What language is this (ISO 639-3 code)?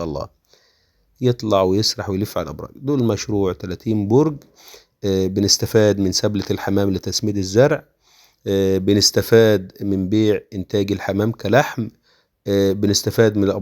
arz